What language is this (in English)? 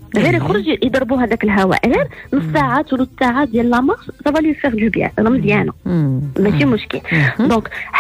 Moroccan Arabic